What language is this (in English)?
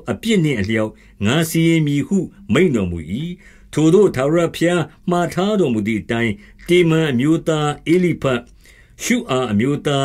Burmese